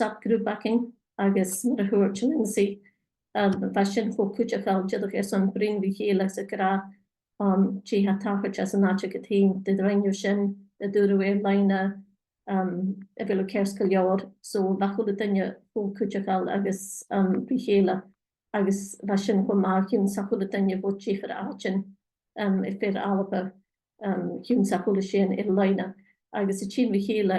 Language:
Scottish Gaelic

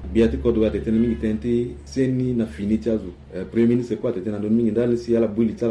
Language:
Sango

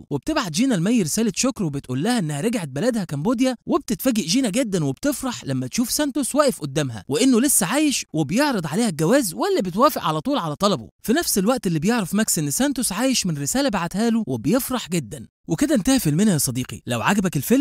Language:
Egyptian Arabic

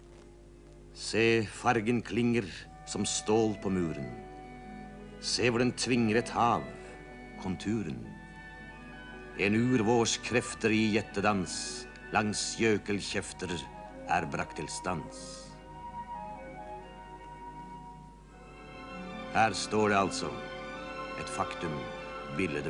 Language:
Norwegian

